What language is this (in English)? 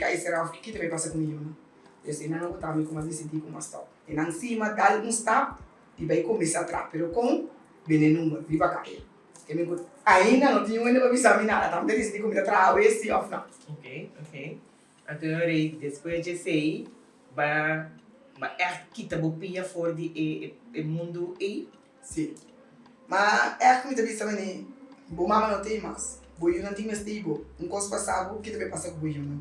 Papiamento